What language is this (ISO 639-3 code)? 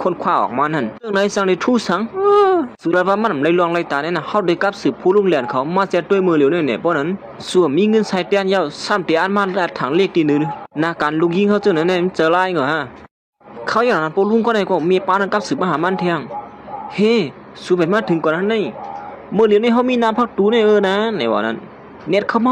shn